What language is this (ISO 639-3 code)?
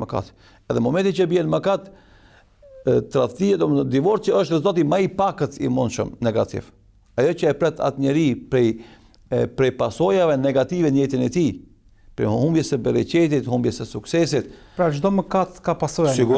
sqi